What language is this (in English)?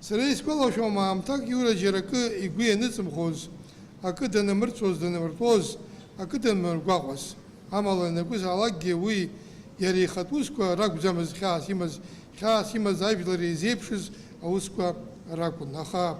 Abkhazian